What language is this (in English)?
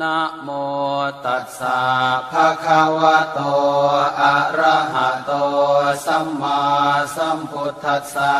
Pali